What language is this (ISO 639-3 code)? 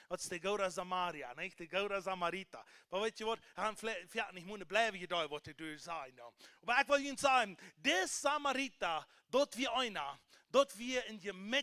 pdt